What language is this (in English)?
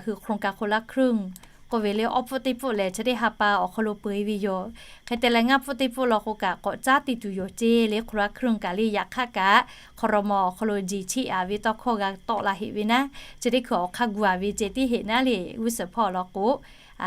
Lahu